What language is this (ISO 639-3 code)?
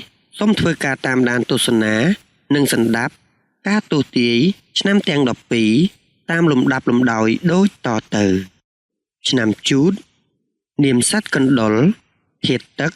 khm